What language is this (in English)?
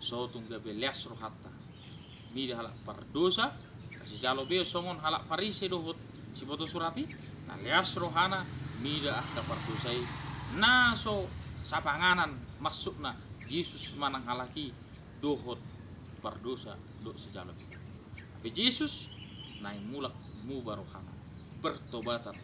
Batak Toba